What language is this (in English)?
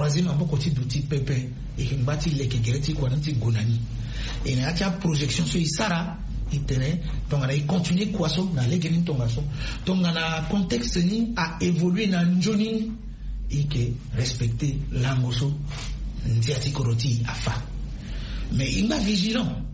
Sango